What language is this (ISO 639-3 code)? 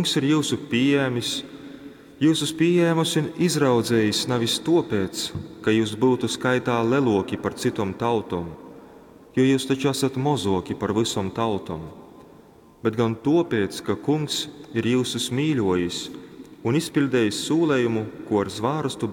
ltg